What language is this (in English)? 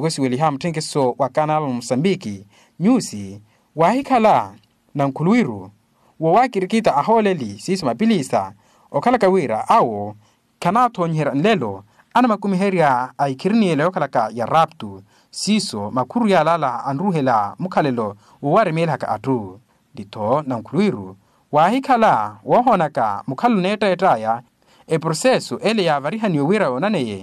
Makhuwa